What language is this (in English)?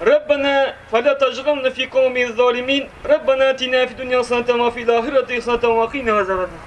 Tatar